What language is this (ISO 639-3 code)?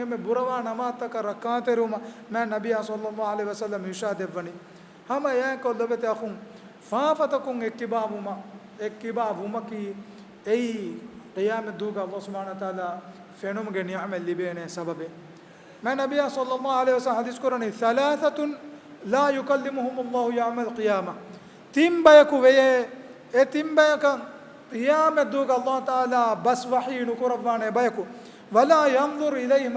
div